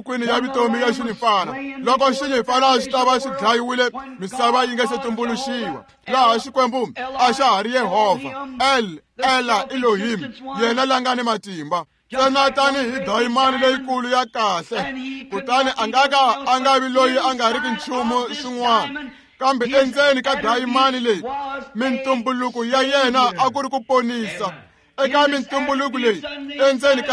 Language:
Tsonga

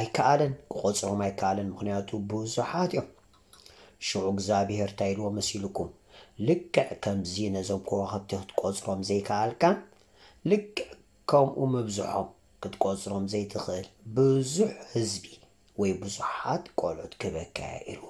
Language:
Tigrinya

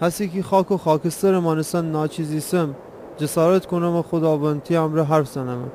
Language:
Gilaki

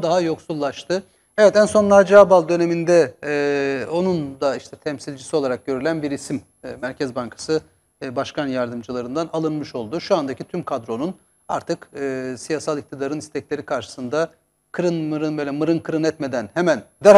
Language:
Turkish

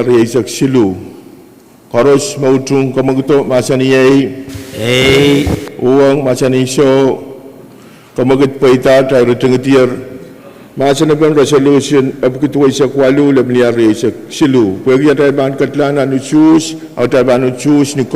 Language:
Pohnpeian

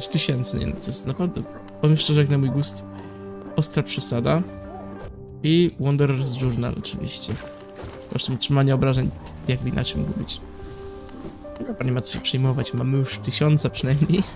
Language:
Polish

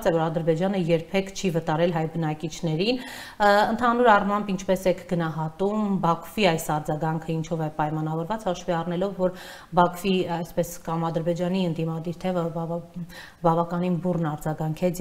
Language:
Armenian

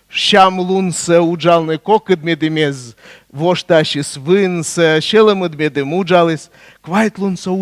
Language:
Komi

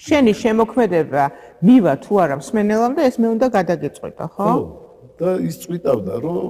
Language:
Georgian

